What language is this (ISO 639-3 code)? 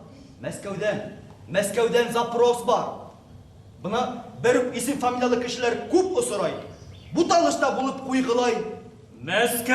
bak